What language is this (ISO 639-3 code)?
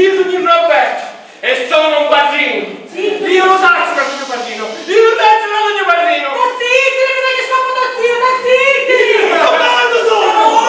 scn